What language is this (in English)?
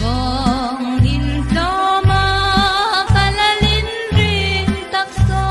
Falam Chin